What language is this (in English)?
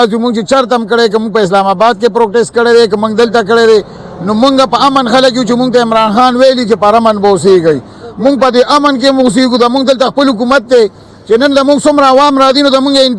Pashto